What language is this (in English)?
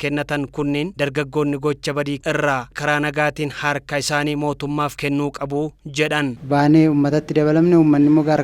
Oromo